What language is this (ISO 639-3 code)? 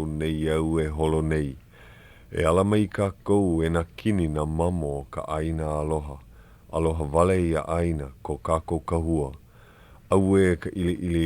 haw